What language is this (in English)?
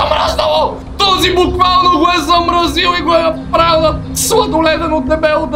Bulgarian